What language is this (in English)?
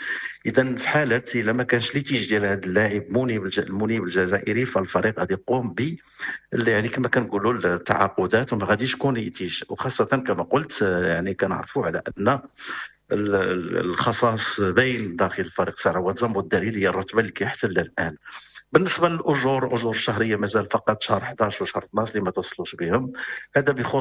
Moroccan Arabic